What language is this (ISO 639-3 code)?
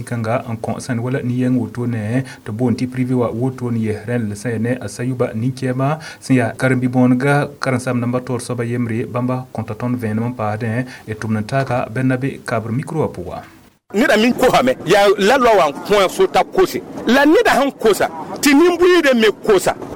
mos